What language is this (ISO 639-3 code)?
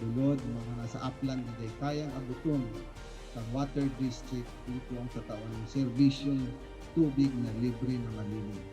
bik